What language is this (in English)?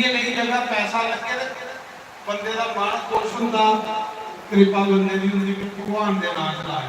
Dogri